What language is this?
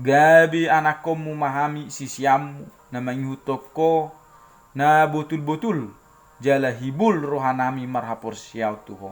Batak Toba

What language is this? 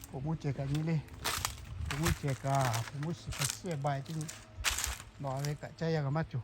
Lahu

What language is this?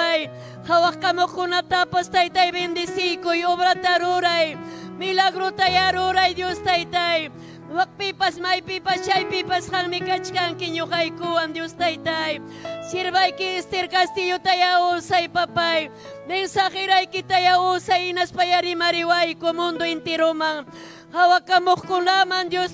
Ayacucho Quechua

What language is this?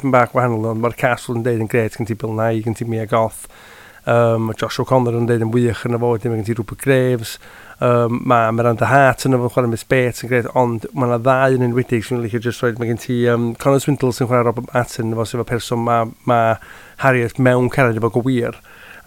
Welsh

